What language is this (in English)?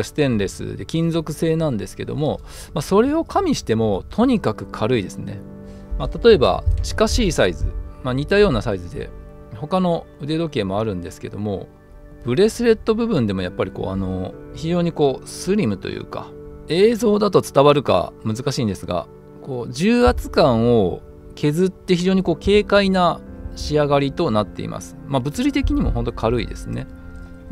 Japanese